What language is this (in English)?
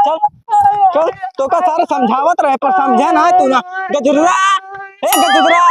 Awadhi